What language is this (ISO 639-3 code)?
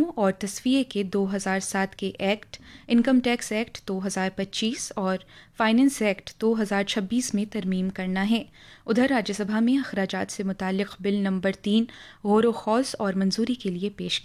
urd